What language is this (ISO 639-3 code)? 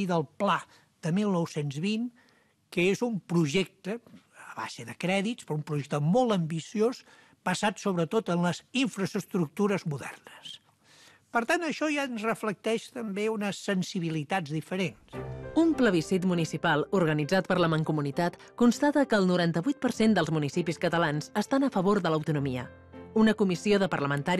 cat